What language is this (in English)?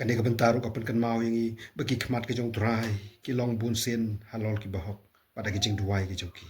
Khasi